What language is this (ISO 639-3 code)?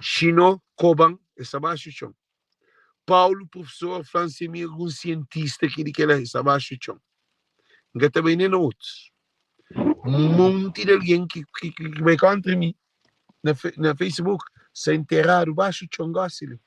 kea